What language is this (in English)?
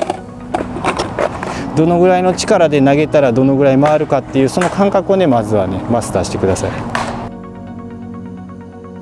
Japanese